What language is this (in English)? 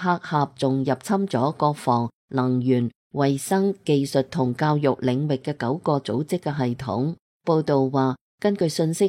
Cantonese